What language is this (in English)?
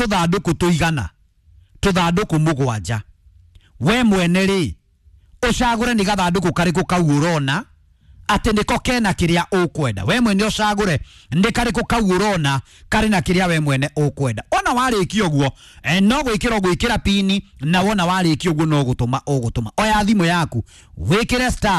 Kikuyu